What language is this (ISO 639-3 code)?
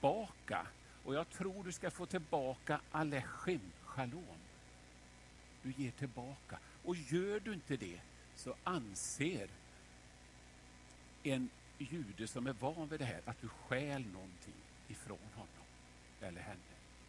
swe